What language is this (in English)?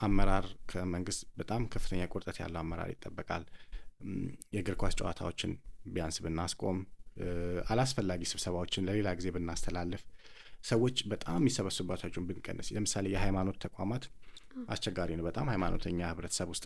Amharic